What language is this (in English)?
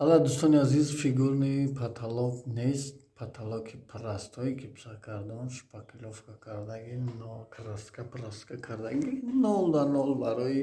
Tajik